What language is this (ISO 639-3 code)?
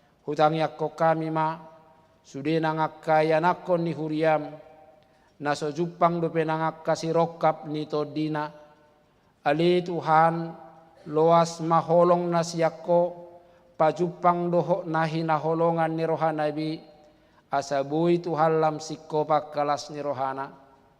bbc